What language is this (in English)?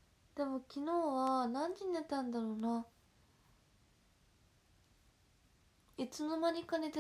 Japanese